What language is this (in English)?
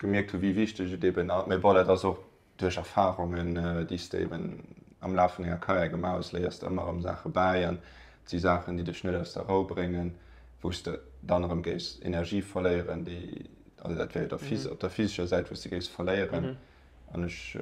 Luxembourgish